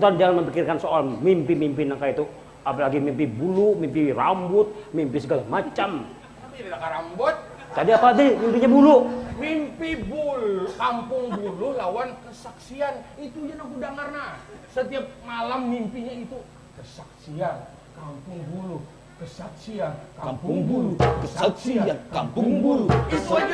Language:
Banjar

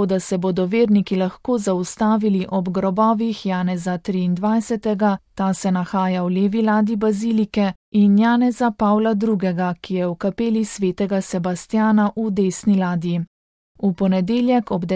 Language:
Slovenian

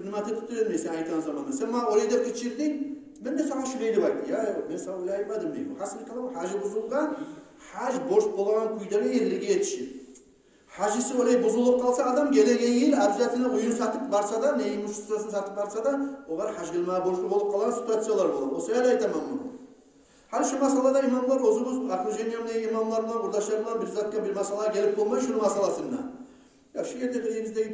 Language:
Kumyk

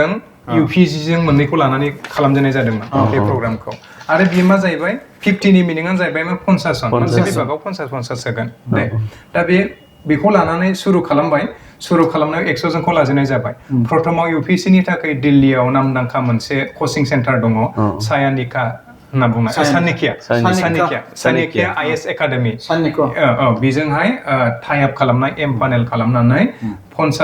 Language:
Bodo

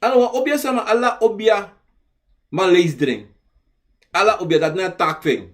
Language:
Sranan Tongo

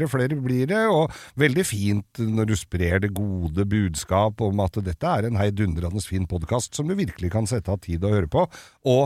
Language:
Norwegian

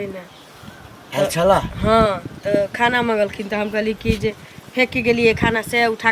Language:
Maithili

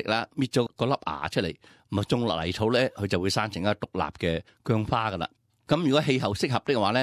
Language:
Cantonese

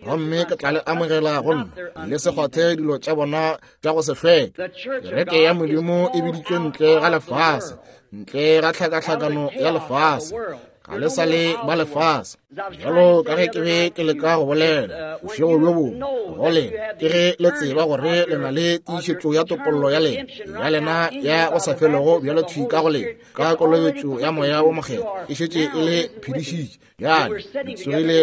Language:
Northern Sotho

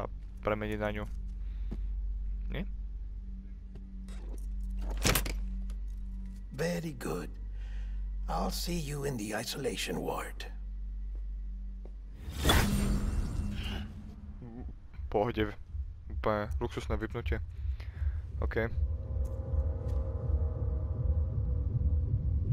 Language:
Slovak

